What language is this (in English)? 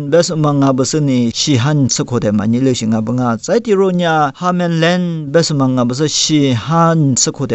Lisu